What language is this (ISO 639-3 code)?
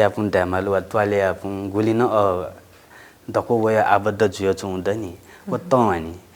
new